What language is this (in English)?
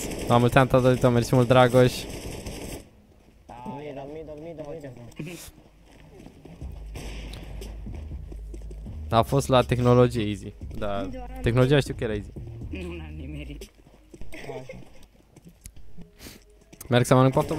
Romanian